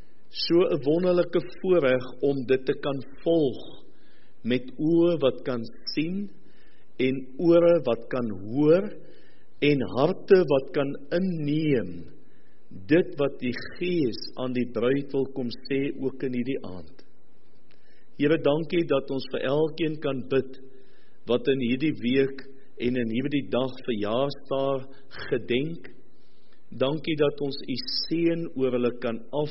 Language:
Afrikaans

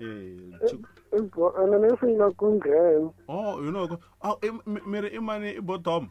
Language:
Tsonga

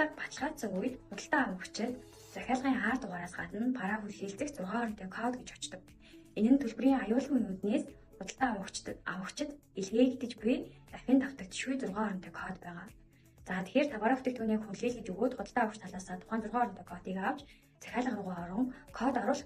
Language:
Mongolian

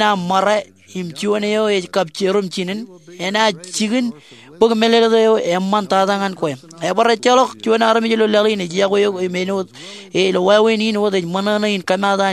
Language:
Marshallese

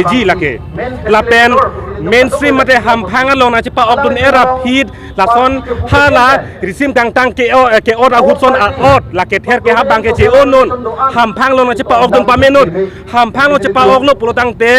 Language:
Karbi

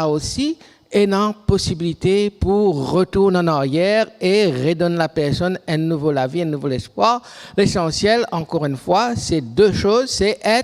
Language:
Morisyen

